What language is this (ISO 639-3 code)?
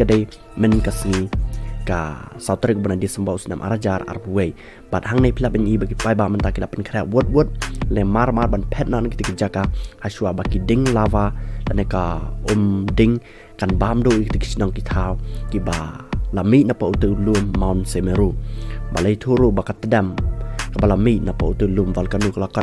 kha